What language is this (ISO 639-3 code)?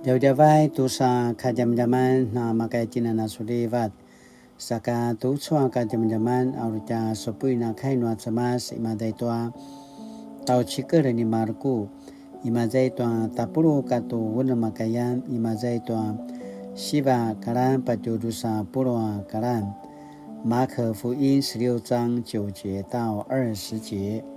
pwn